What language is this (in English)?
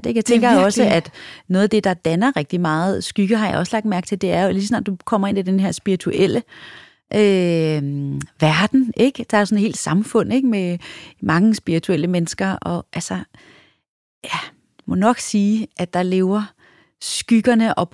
Danish